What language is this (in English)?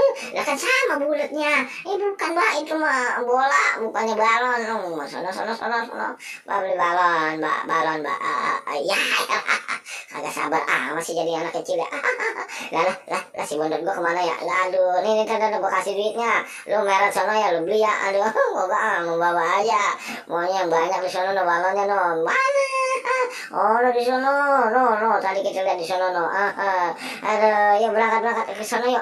Betawi